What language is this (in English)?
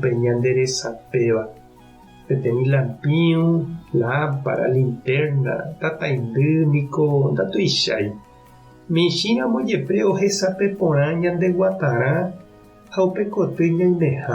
Guarani